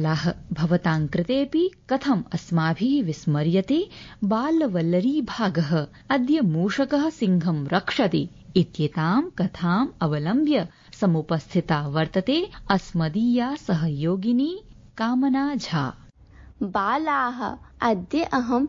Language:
Sanskrit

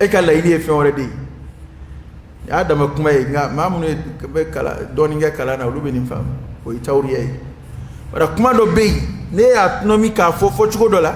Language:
Dyula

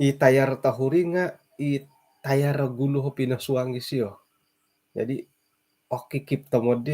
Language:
Central Dusun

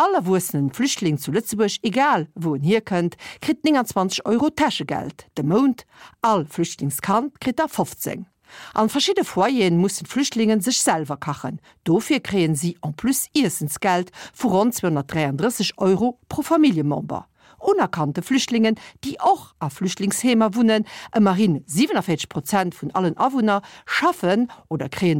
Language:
Luxembourgish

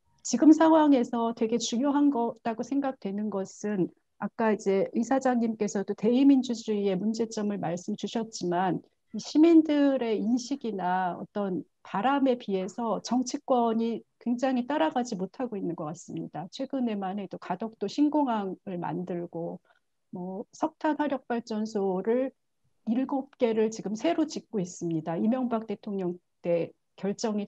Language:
Korean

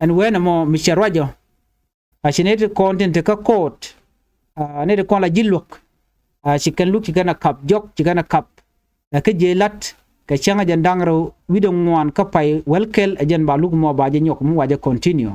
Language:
Nuer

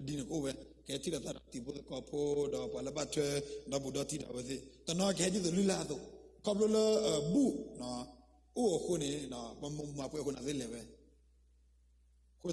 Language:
S'gaw Karen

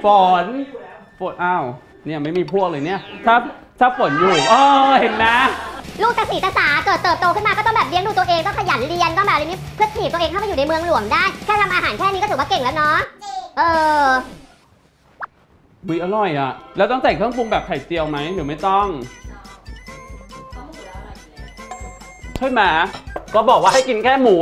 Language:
Thai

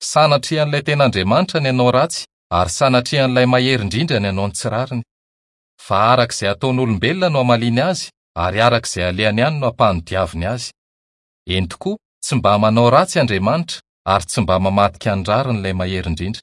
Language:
Malagasy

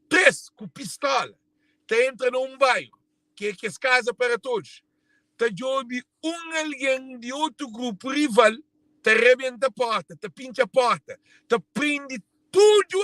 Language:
Kabuverdianu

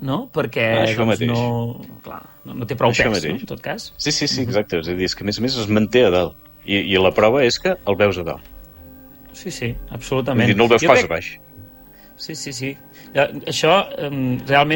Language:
Catalan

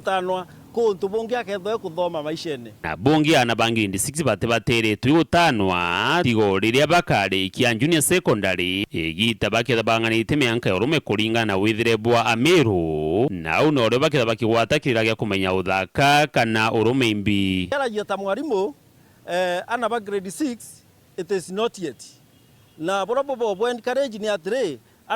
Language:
Meru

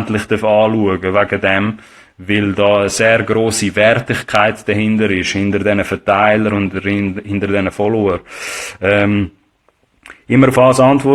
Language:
Swiss German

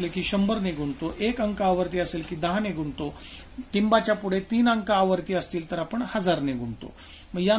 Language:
Marathi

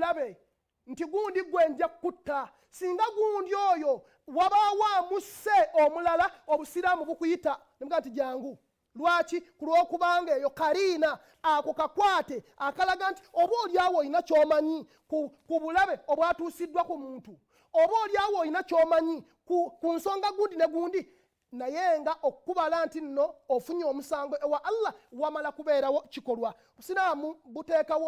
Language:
Ganda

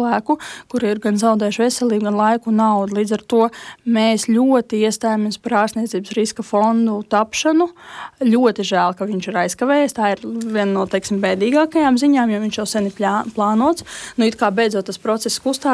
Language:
Latvian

